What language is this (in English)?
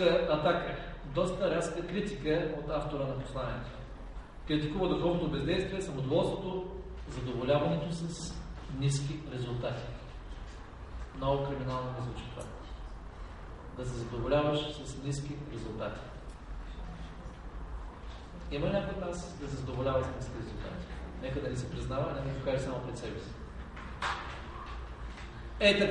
Bulgarian